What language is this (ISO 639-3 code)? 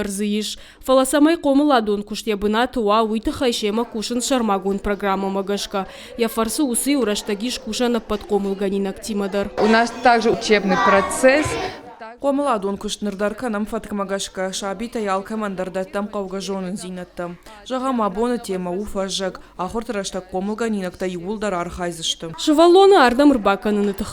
oss